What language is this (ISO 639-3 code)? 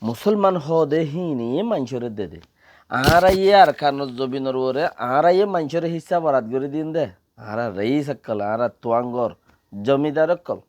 rhg